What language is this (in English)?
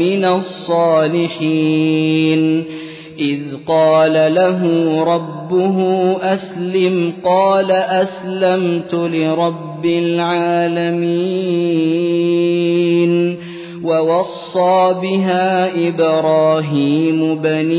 Arabic